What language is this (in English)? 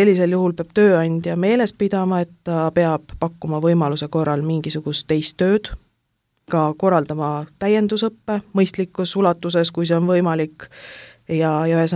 Estonian